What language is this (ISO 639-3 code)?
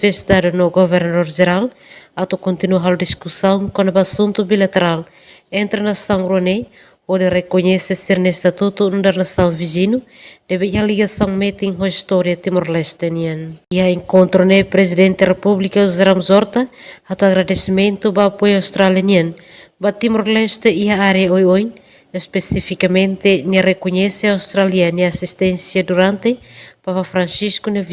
tet